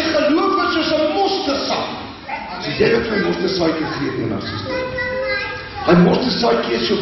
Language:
Afrikaans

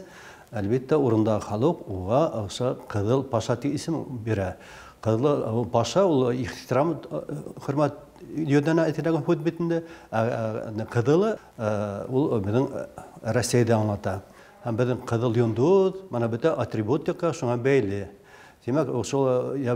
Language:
Bashkir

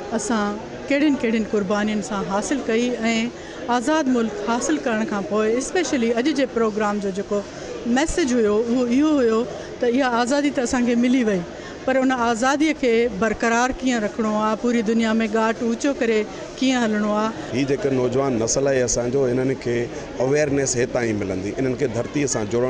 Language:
Sindhi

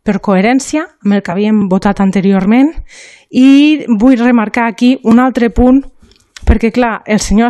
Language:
Catalan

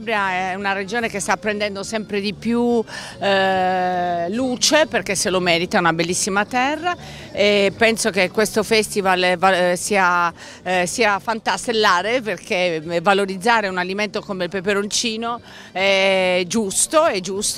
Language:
Italian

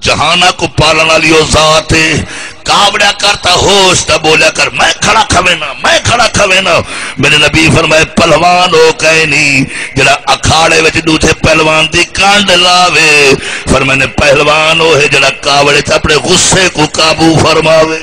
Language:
Saraiki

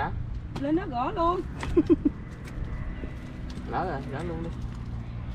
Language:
Vietnamese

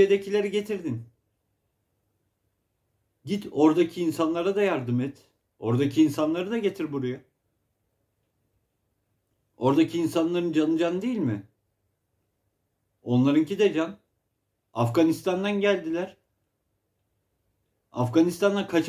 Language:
Turkish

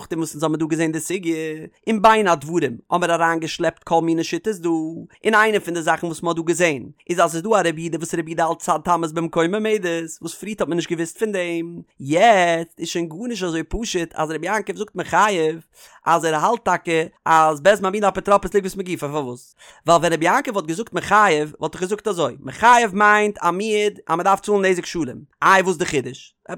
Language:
Yiddish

